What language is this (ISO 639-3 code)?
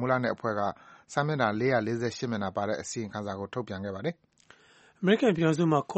mya